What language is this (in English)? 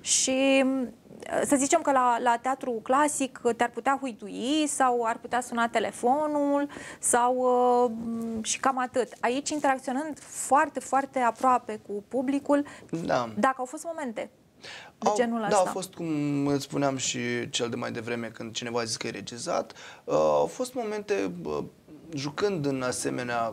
Romanian